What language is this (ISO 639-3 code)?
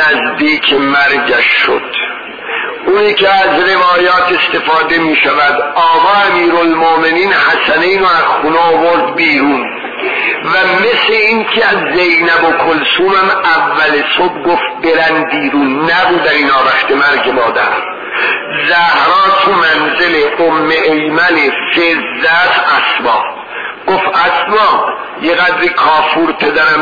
fas